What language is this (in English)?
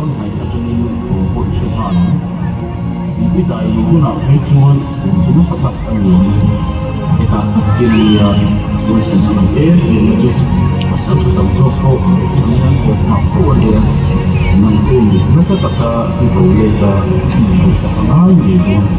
Mizo